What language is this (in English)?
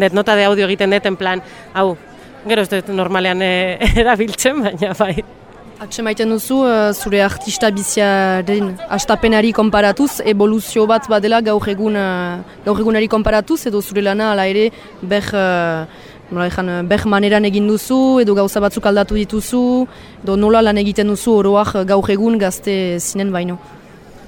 Basque